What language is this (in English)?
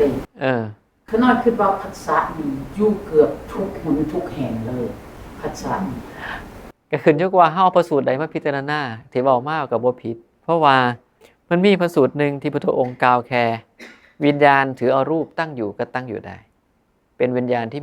Northeastern Thai